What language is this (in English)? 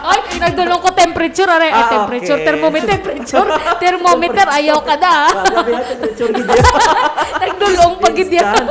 Hiligaynon